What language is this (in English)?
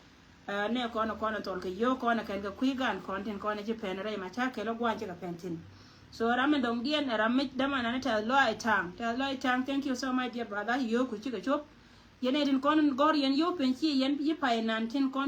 Nuer